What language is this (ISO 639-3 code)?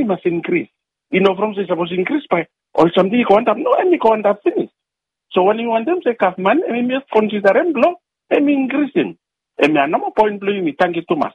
bis